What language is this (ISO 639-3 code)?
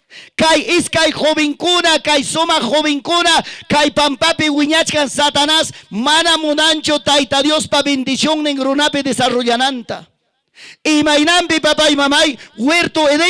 quy